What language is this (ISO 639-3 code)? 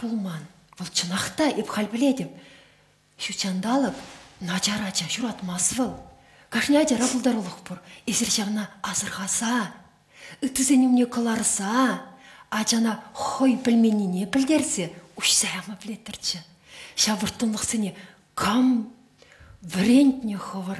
chv